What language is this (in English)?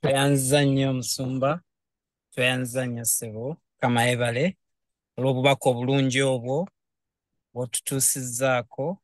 Ganda